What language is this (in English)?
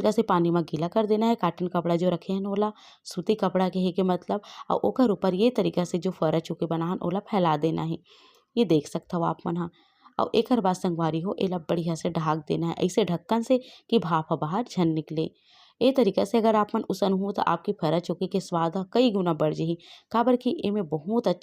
Chhattisgarhi